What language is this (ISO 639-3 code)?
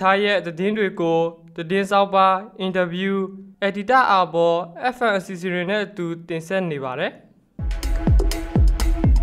mya